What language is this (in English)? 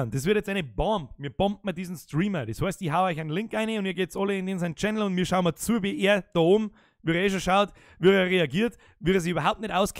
Bavarian